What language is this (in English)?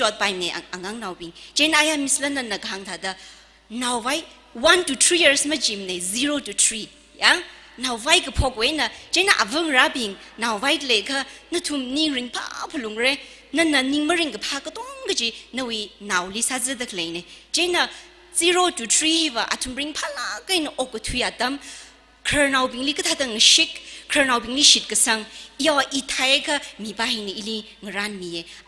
Tangkhul Naga (India)